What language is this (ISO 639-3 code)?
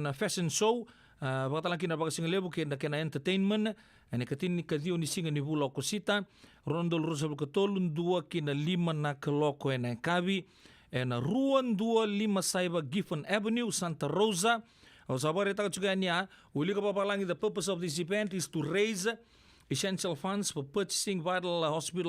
fij